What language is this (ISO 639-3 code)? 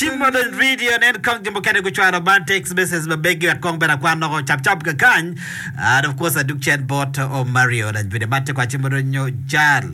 ach